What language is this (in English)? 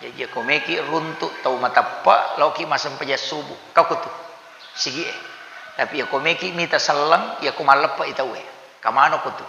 Buginese